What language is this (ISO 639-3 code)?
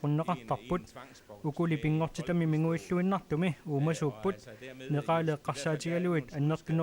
kal